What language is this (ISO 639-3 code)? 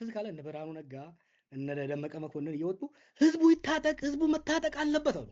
amh